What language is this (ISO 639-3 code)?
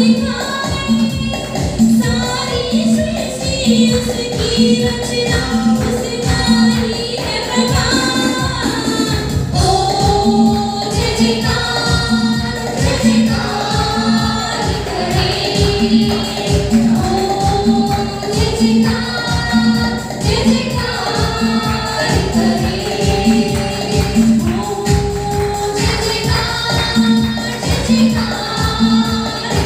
hin